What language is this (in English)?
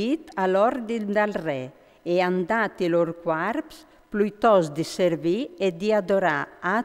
Friulian